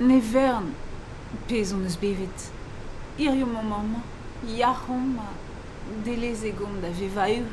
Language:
Breton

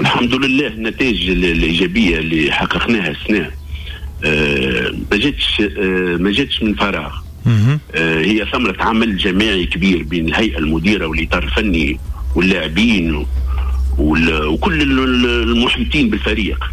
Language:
Tunisian Arabic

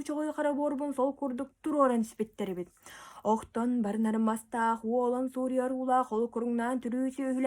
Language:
Yakut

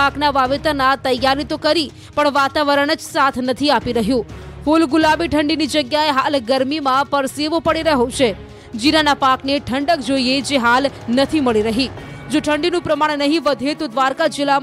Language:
Gujarati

